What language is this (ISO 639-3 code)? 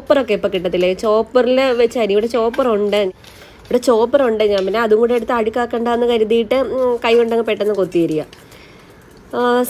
mal